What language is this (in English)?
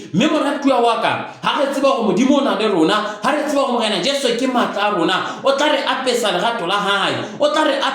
Southern Sotho